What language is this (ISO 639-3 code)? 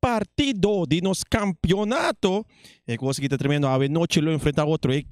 pap